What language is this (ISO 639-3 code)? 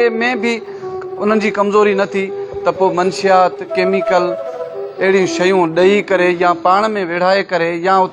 snd